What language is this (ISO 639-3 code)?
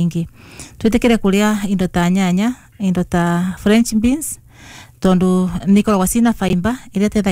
kik